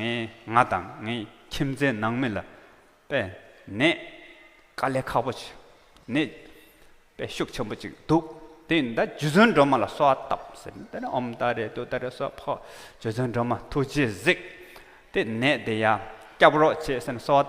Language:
Tibetan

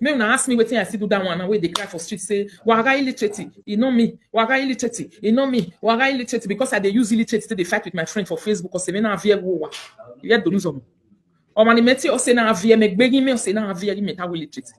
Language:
Nigerian Pidgin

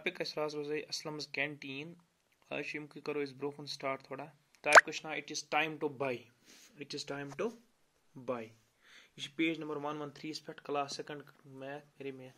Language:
Kashmiri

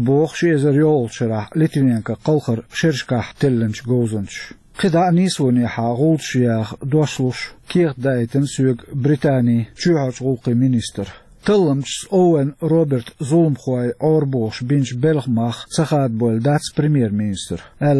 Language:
Chechen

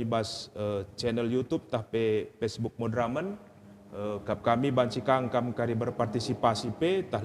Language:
Batak Karo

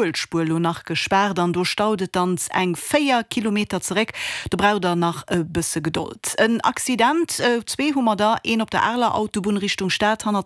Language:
Luxembourgish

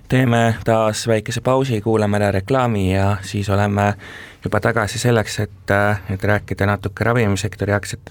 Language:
Estonian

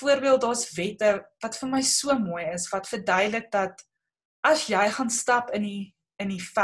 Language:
Afrikaans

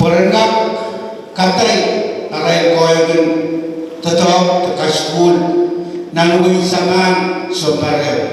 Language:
Pohnpeian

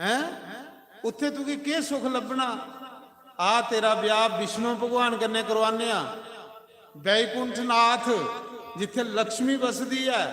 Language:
Dogri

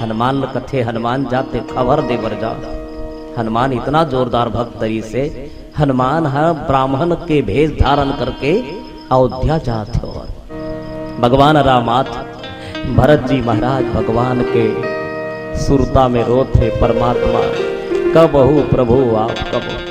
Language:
Chhattisgarhi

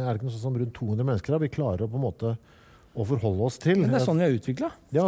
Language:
Norwegian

